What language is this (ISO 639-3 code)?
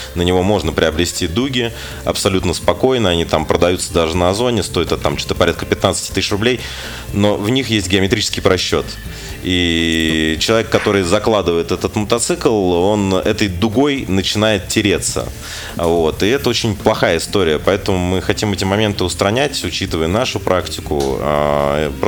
rus